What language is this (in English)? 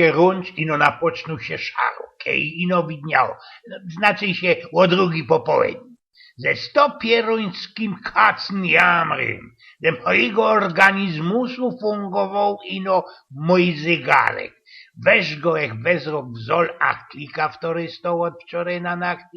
Silesian